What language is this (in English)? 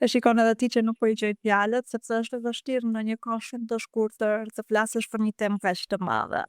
Albanian